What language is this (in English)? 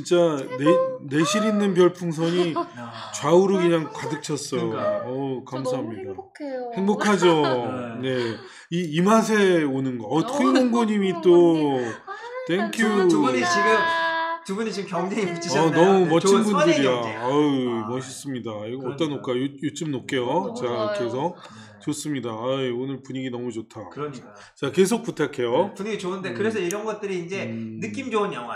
Korean